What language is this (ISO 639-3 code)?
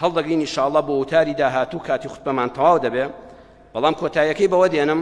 ckb